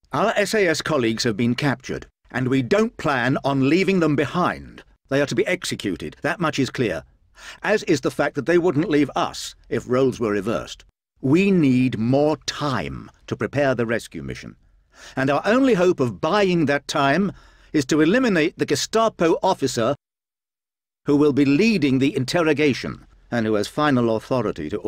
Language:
English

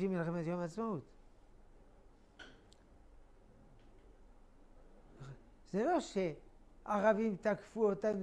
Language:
Hebrew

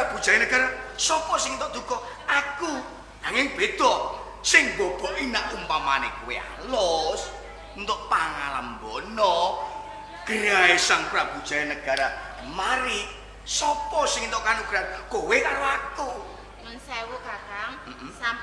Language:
Javanese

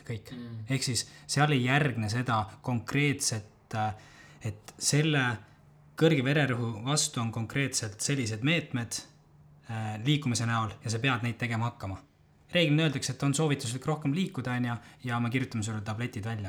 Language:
Estonian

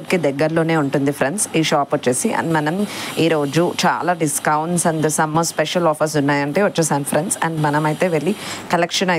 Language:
Telugu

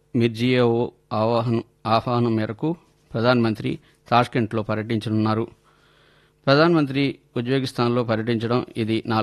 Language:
Telugu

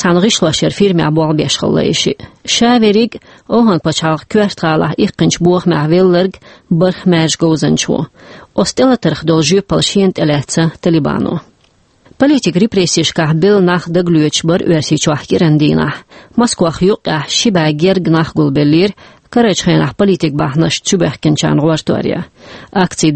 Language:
Chechen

